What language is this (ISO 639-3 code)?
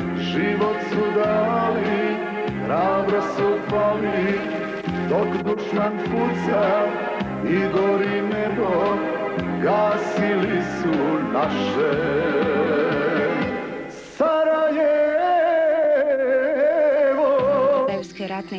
bos